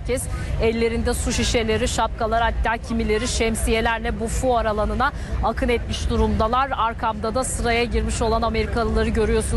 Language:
Turkish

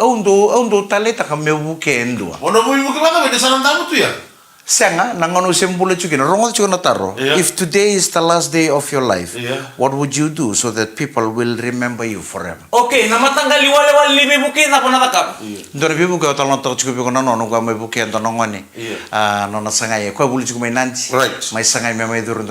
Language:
Fijian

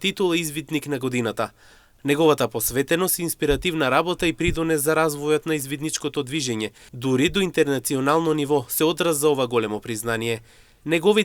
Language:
Macedonian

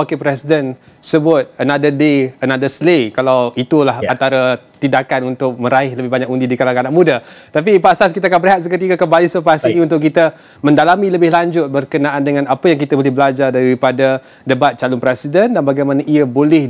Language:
Malay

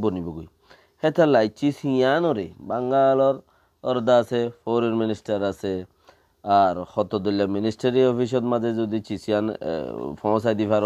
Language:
Rohingya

